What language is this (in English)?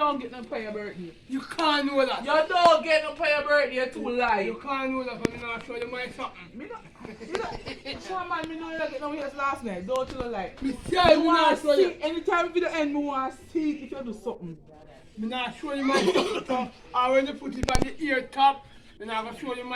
Jamaican Creole English